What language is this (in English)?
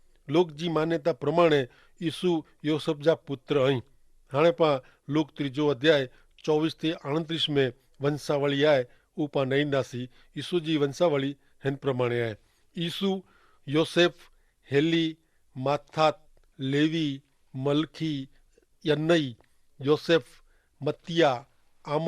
Kachhi